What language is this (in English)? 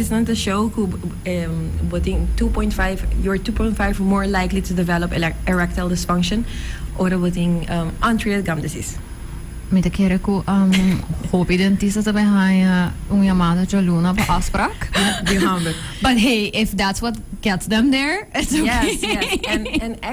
Papiamento